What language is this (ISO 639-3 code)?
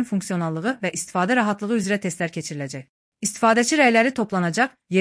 aze